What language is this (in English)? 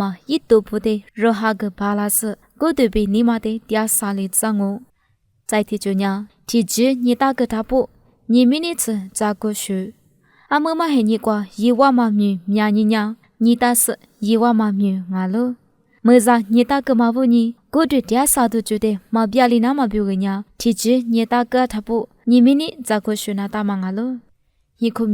Lisu